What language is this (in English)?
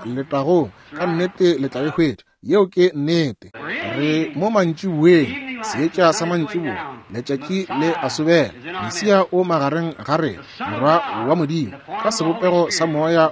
Northern Sotho